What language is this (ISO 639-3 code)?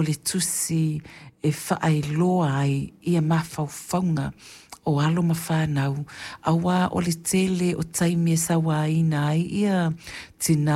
smo